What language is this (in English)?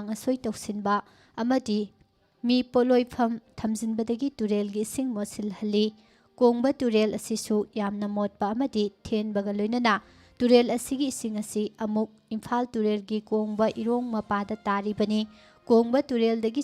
Manipuri